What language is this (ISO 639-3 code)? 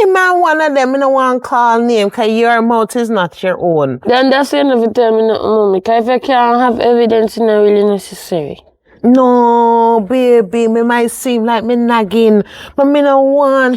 jam